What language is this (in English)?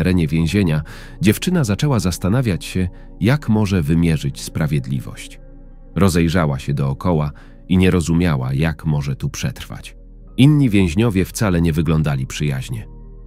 Polish